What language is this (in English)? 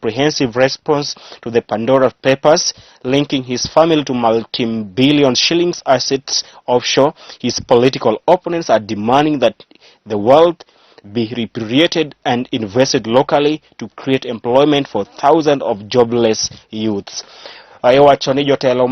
Luo (Kenya and Tanzania)